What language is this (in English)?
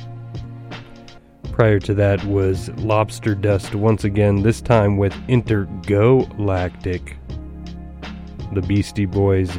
English